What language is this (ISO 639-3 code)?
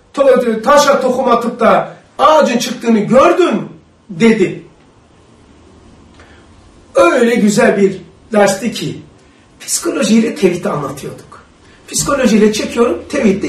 tur